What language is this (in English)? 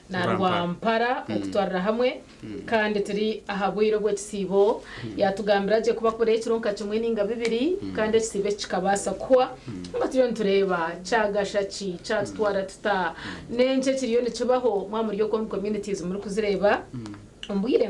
Nyankole